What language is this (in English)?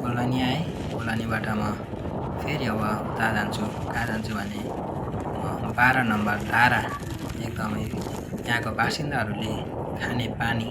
Nepali